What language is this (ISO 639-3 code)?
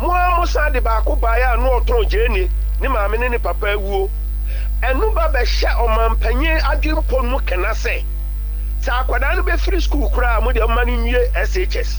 aka